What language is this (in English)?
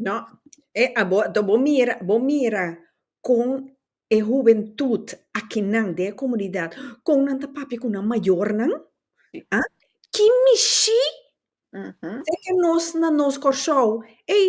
Papiamento